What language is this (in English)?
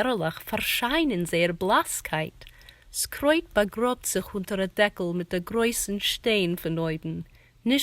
Yiddish